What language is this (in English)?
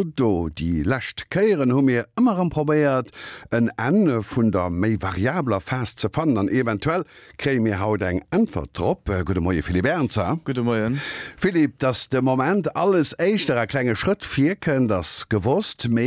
Luxembourgish